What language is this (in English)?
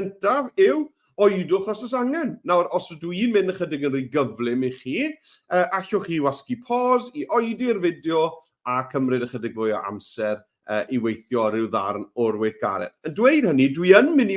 Welsh